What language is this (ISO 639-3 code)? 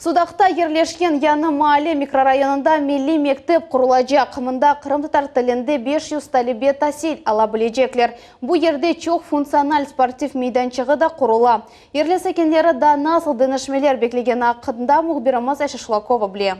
crh